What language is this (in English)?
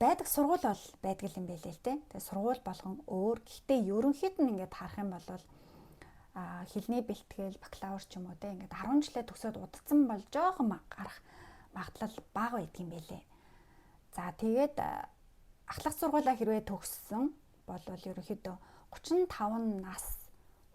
Mongolian